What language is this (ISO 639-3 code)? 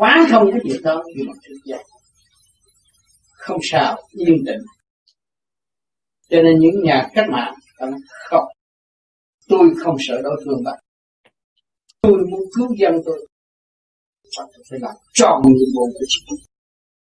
vie